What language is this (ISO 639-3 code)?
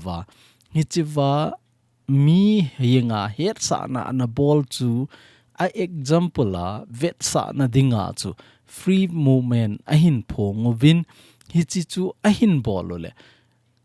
tcz